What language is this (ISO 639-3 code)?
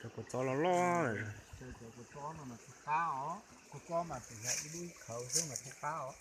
hmn